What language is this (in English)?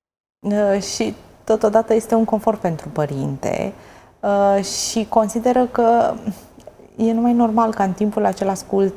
Romanian